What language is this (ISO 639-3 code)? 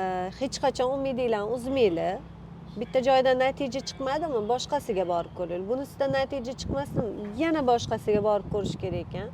uzb